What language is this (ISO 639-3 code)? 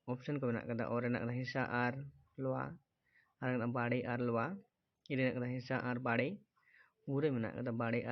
sat